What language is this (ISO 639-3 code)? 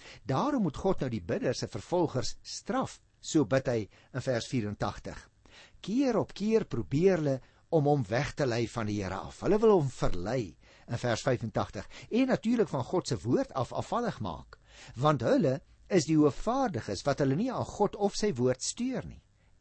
afr